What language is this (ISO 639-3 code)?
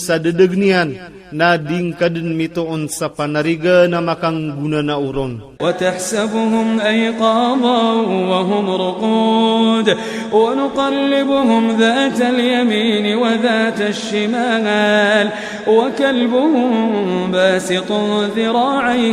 ilp